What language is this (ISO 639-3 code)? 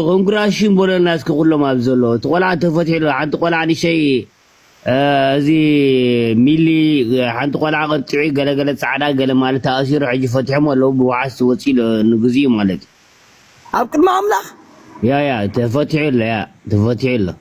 tir